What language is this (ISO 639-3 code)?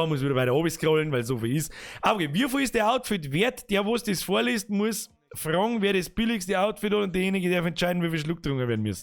bar